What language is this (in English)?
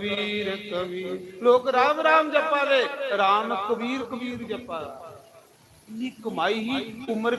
Dogri